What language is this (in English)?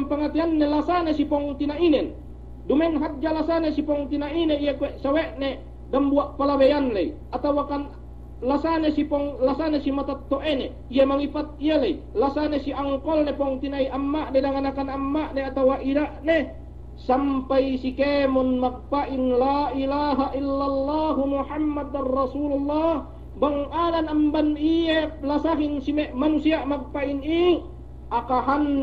Yakan